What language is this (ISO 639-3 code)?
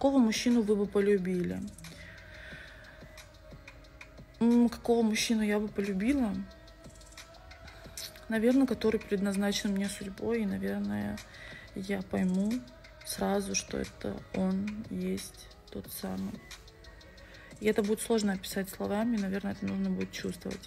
rus